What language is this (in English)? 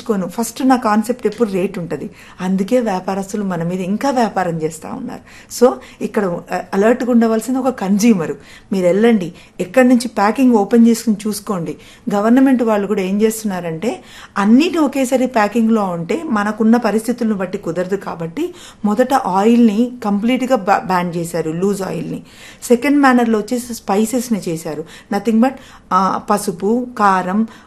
Telugu